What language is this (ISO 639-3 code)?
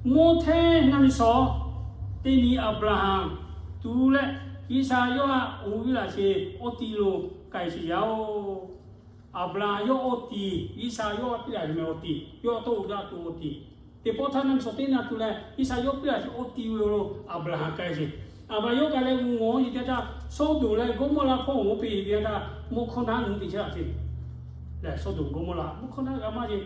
lhu